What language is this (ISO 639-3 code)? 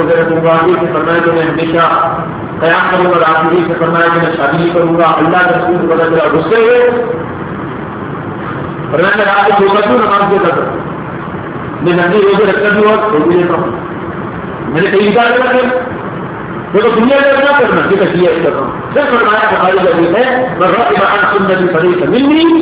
urd